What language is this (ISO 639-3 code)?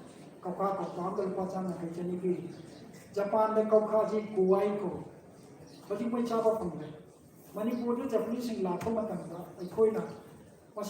mni